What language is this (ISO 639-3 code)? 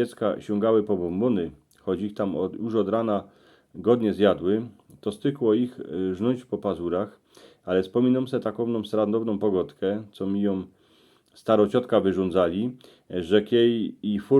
szl